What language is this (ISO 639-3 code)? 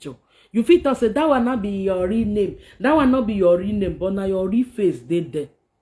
pcm